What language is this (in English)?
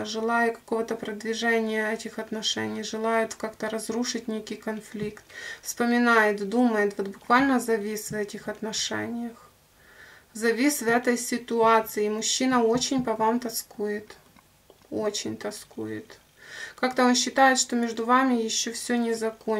Russian